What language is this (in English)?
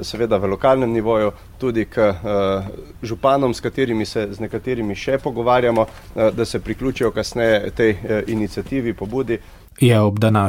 Slovenian